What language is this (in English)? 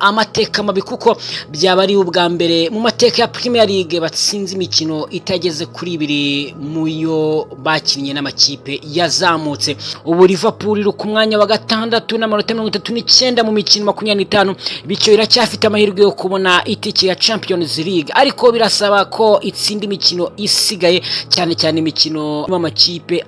Kinyarwanda